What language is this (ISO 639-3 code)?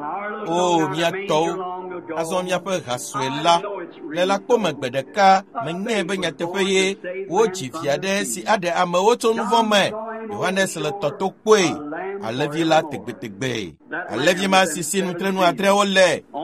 ewe